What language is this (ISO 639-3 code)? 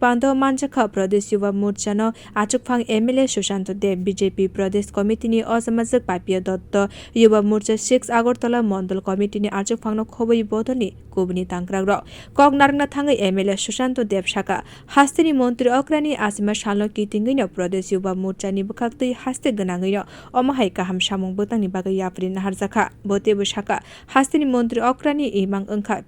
trp